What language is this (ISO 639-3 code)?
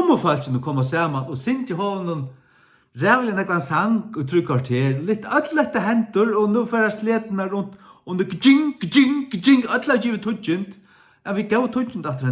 fao